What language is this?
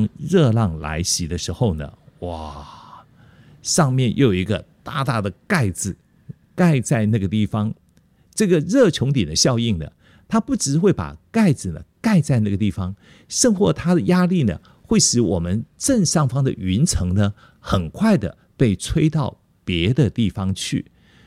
Chinese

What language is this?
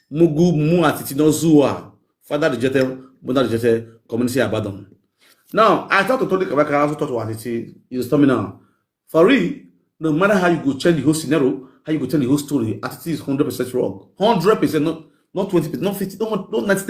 Nigerian Pidgin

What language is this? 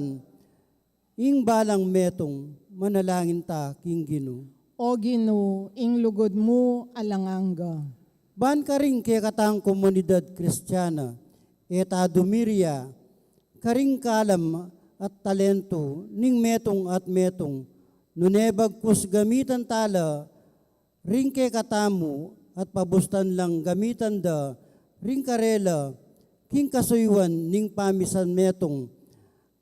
Pampanga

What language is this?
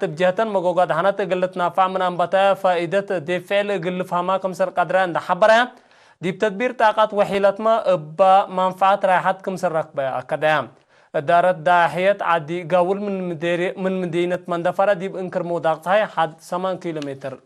Tigre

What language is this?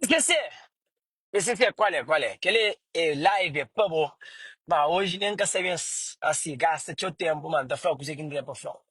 Kabuverdianu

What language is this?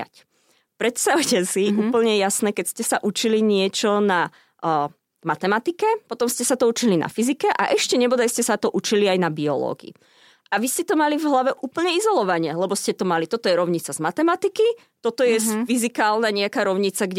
Slovak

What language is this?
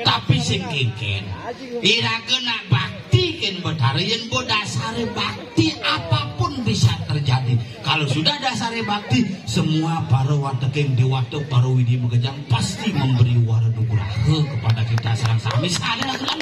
Balinese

